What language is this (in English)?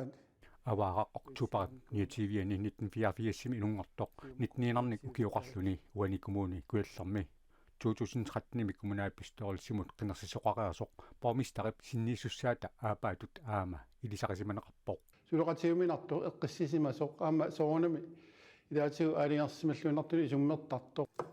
Kalaallisut